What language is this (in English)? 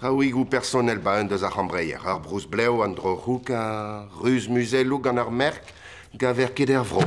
Breton